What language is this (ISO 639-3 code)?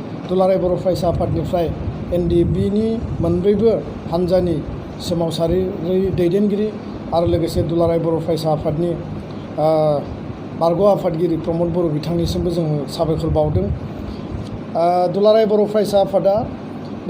brx